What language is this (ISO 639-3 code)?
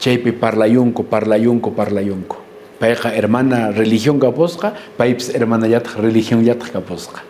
que